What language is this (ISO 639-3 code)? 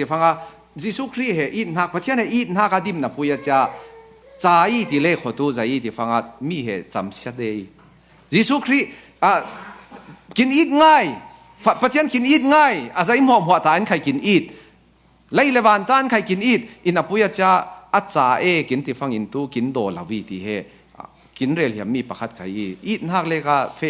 cfm